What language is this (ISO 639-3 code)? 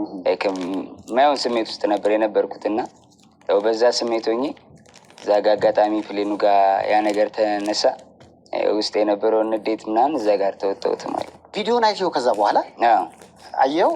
amh